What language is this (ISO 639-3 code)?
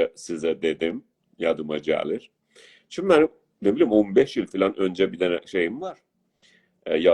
azb